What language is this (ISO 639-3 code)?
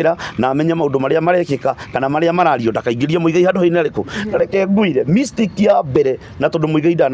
kik